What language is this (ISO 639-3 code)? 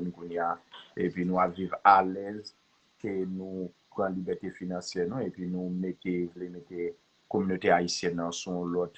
hat